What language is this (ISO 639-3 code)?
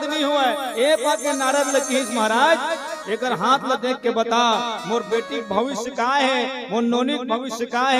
hne